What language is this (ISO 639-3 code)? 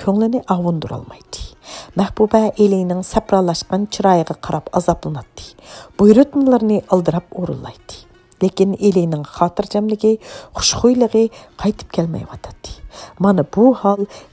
uig